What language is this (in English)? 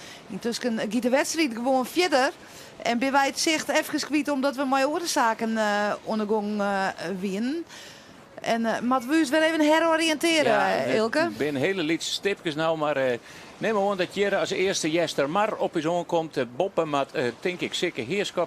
Western Frisian